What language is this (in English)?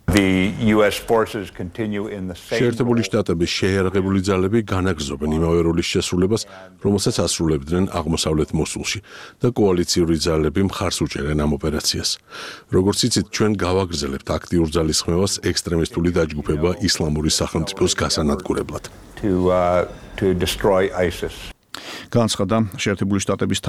Georgian